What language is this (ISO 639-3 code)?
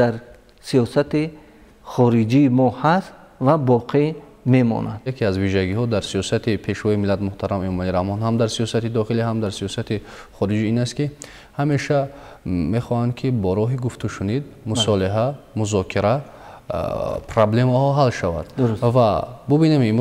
tgk